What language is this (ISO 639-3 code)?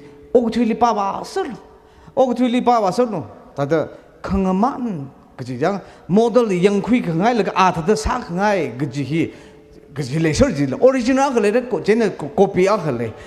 nmf